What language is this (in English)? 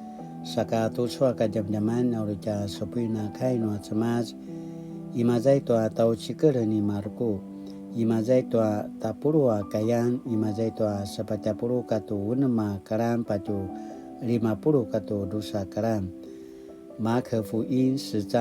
Paiwan